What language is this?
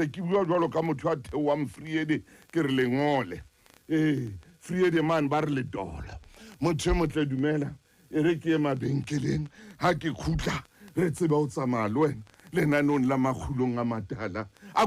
Southern Sotho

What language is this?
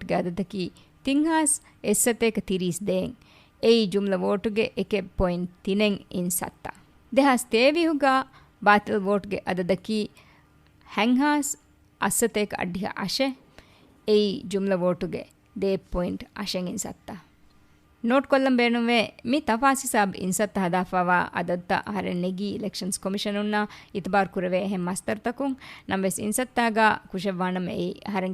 Divehi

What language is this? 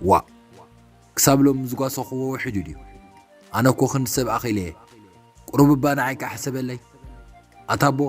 Tigrinya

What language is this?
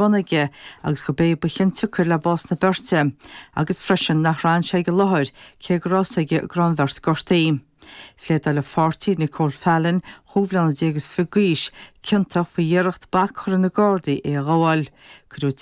Irish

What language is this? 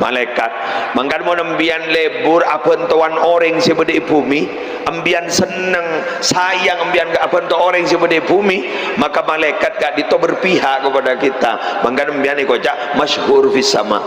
Madurese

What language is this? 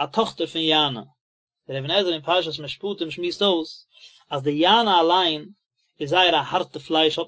Yiddish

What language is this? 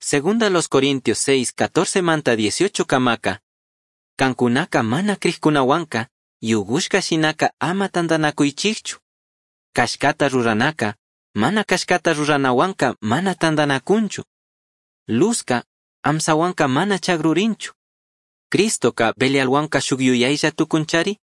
Chimborazo Highland Quichua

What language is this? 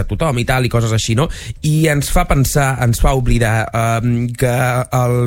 Catalan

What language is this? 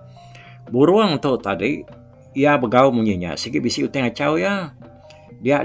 Iban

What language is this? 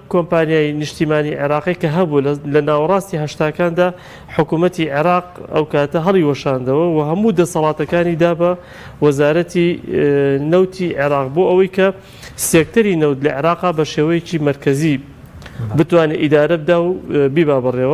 Central Kurdish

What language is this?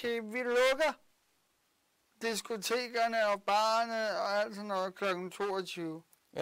Danish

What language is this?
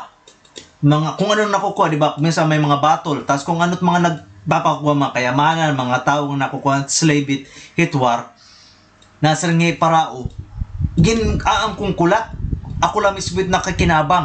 Waray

